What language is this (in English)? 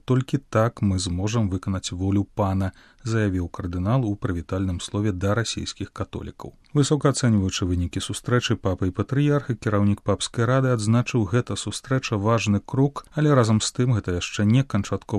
Belarusian